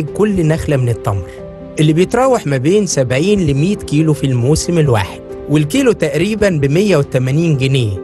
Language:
Egyptian Arabic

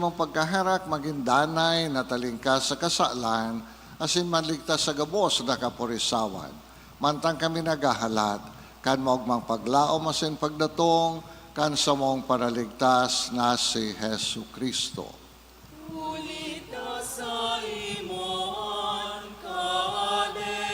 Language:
Bikol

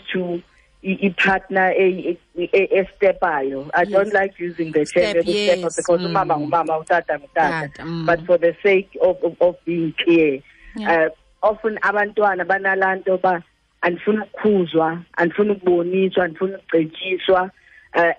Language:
Xhosa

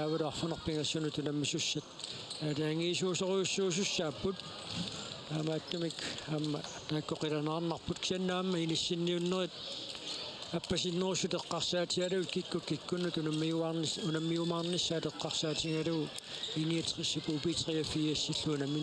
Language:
Kalaallisut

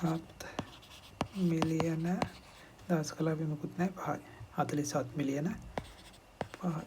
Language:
Sinhala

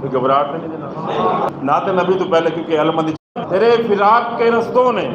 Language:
Saraiki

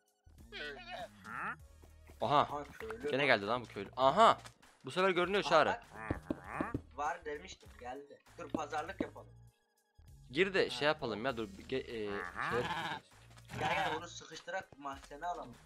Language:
Turkish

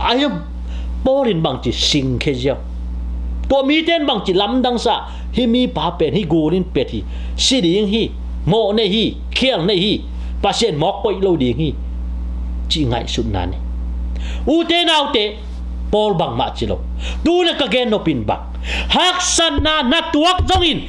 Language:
Tedim Chin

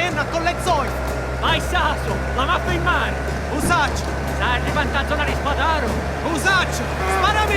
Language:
Sicilian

